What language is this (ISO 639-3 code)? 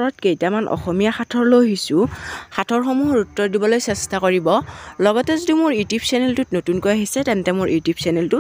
asm